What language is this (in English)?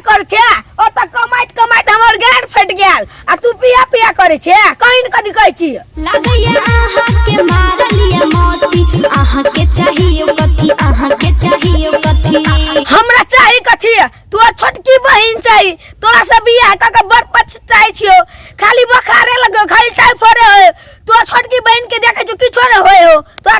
Maithili